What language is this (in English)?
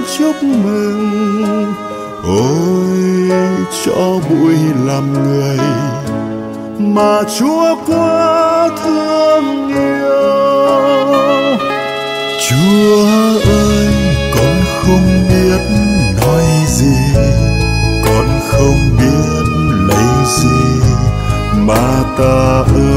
Vietnamese